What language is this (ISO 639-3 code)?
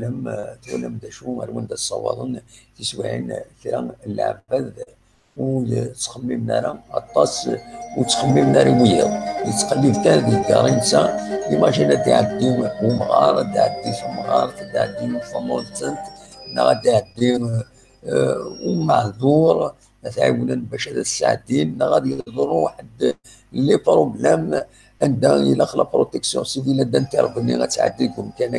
kab